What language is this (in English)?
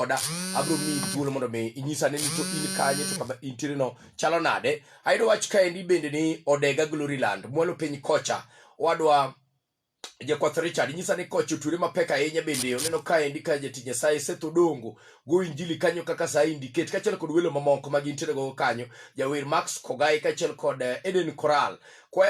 Luo (Kenya and Tanzania)